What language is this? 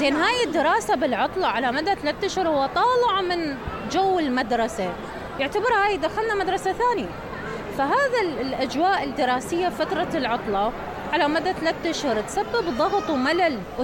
Mesopotamian Arabic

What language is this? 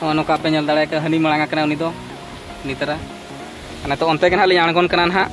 Santali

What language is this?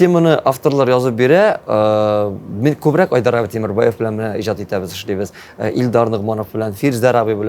Tatar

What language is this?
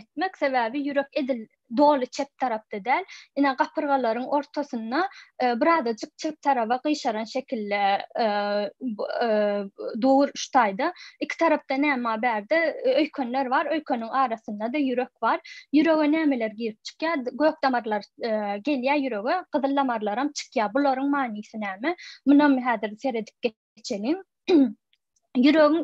Turkmen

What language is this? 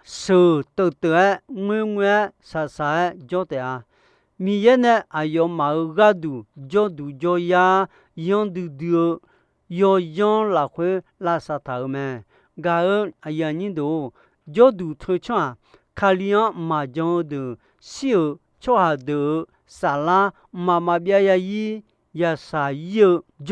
Akha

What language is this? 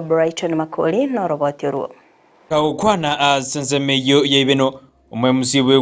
Gusii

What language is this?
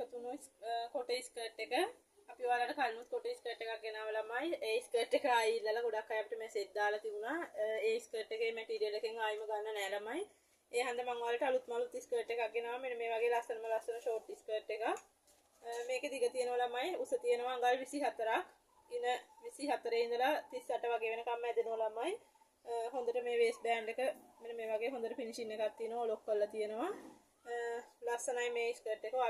Sinhala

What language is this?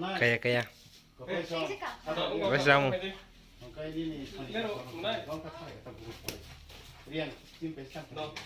Kok Borok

